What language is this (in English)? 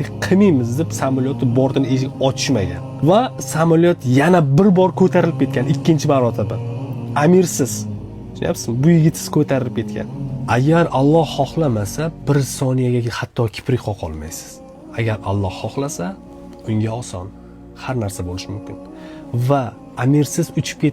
Uzbek